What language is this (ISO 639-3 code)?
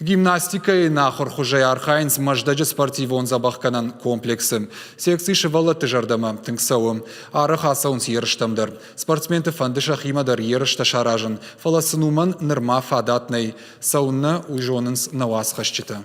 oss